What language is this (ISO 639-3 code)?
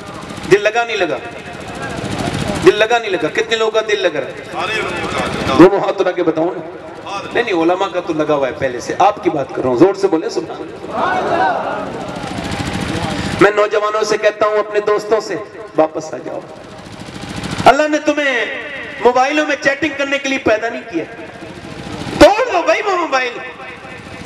urd